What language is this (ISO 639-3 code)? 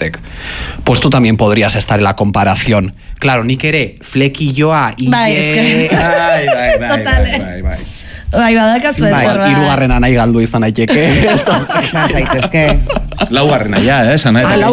eus